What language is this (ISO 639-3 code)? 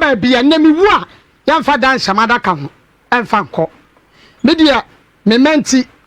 aka